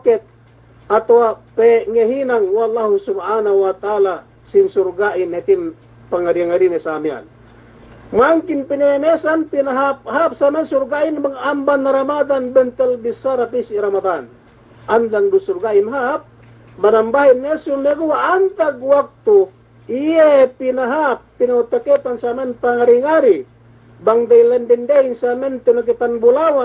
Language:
Yakan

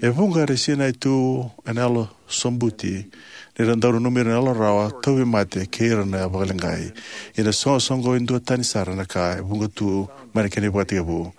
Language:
Fijian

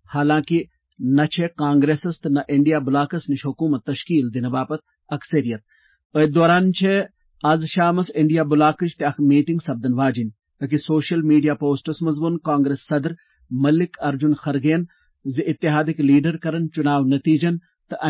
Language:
Kashmiri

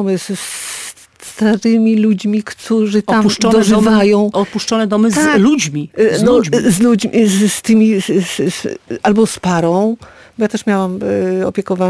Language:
Polish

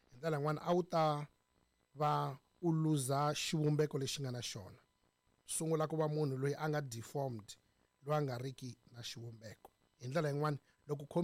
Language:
Tsonga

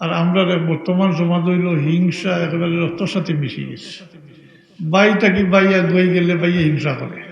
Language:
Sylheti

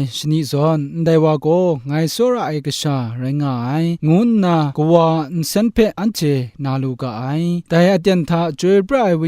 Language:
Kachin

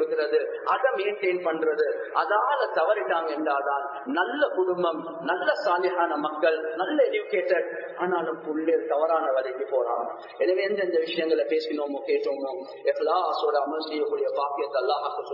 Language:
Tamil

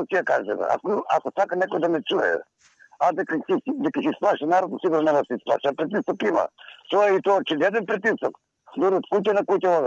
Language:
Macedonian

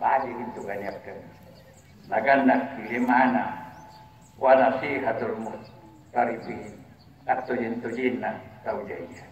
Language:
Makasar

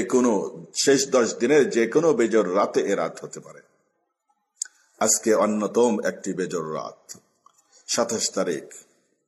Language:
Bangla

